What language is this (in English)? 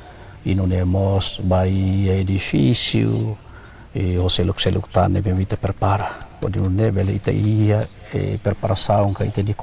Tetum